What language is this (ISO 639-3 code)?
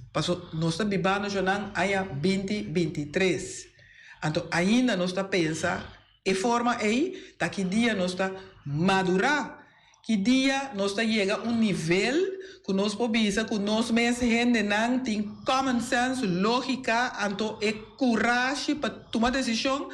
pap